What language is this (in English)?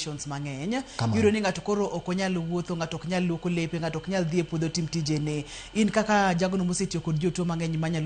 Luo (Kenya and Tanzania)